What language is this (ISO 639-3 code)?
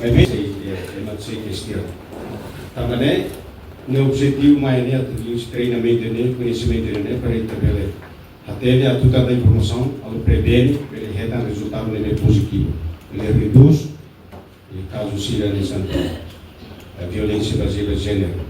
tet